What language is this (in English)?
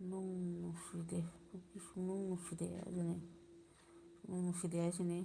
Manipuri